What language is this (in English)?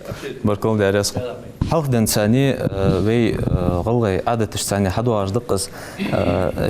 Ingush